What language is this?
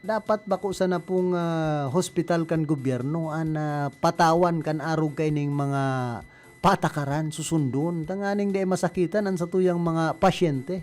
Bikol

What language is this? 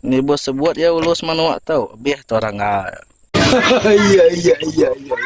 Iban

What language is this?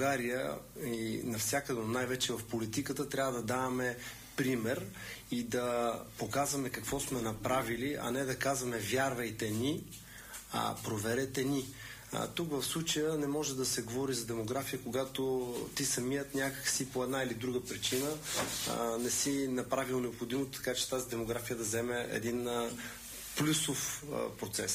Bulgarian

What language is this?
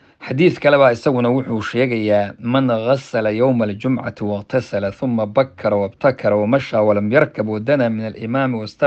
Somali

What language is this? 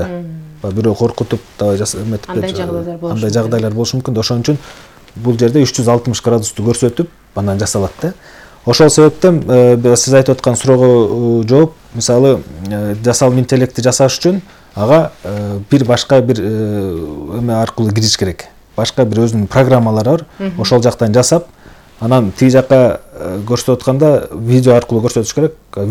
Kyrgyz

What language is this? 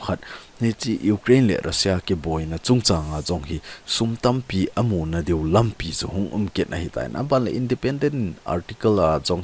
Thado Chin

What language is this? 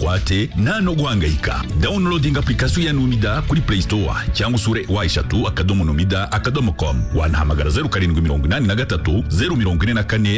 Kinyarwanda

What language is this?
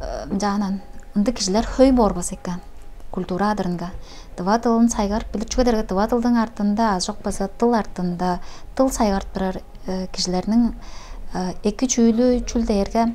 Tuvinian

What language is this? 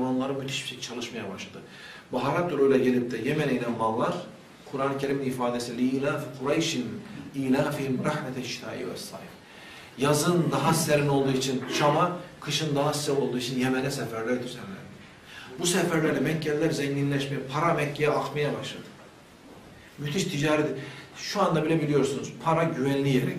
Turkish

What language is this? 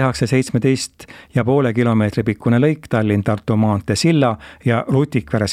Estonian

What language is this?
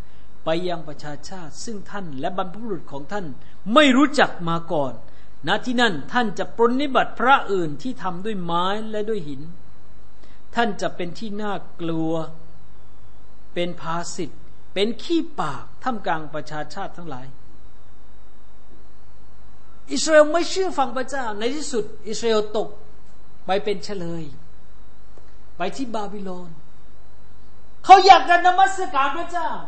Thai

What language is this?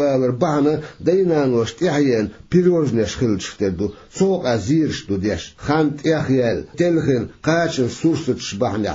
Chechen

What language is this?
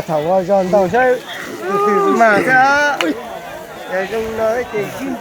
Hmong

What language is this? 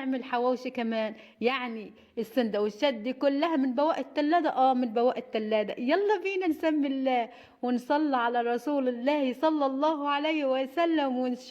Egyptian Arabic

